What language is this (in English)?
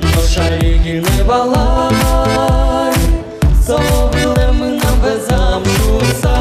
Udmurt